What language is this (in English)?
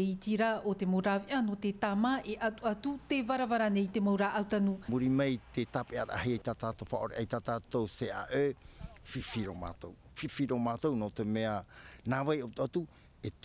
Tahitian